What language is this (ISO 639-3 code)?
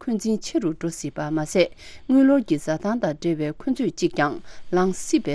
bod